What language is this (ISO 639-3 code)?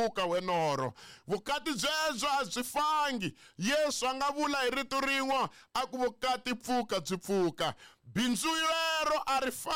tso